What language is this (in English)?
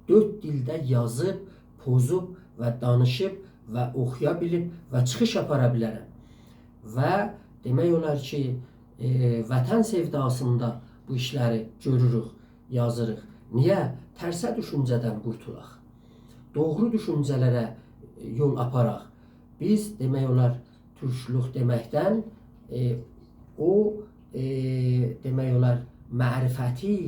South Azerbaijani